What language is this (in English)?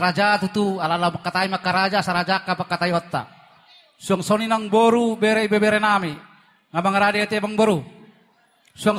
Batak Toba